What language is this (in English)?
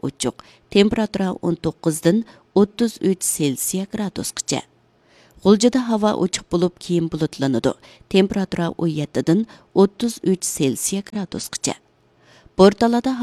Uyghur